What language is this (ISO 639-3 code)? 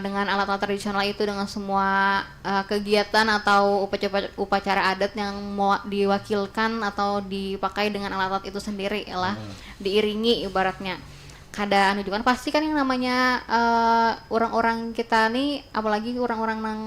bjn